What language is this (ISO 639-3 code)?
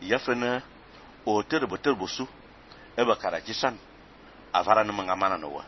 fan